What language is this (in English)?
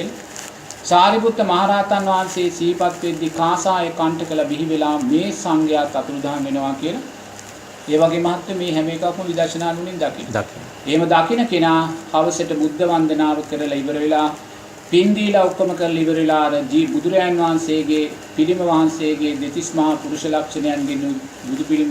Sinhala